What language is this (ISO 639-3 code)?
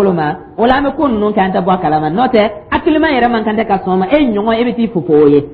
dyu